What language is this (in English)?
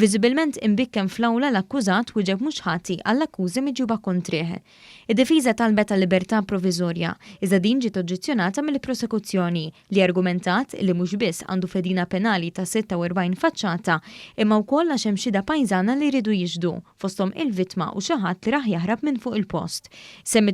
Maltese